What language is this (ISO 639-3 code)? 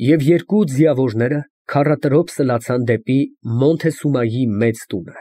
hye